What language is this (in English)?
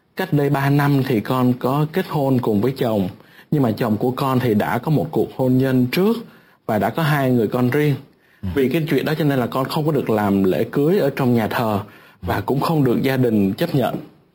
Vietnamese